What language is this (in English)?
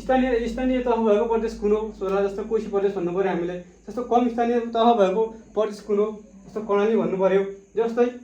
Nepali